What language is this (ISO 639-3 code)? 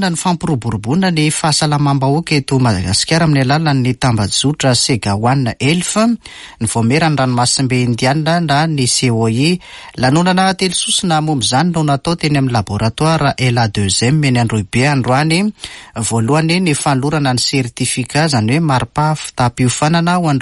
mlg